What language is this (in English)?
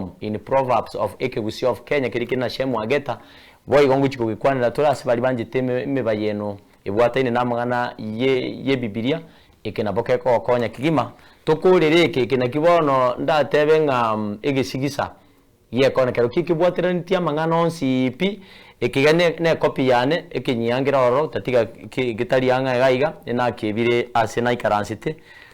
Gusii